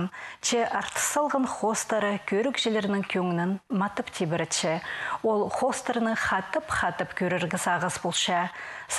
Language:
Khakas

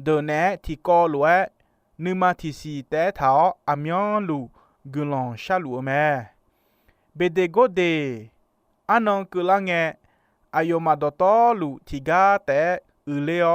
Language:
Akha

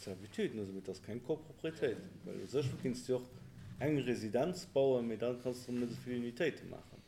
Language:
Luxembourgish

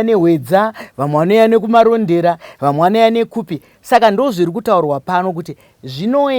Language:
Shona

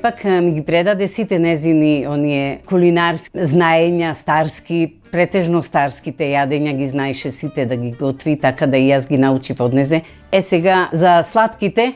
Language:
Macedonian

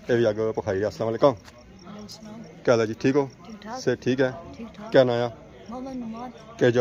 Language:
Pahari-Potwari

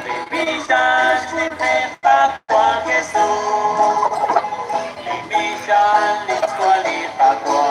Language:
Kekchí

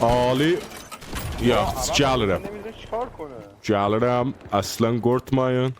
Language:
South Azerbaijani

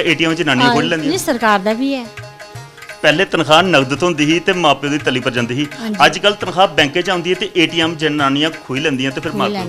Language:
Dogri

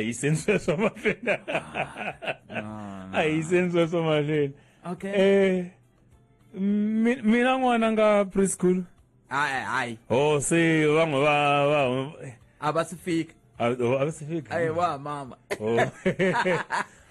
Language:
Tsonga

